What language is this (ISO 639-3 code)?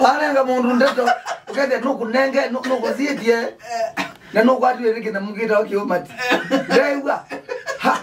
kam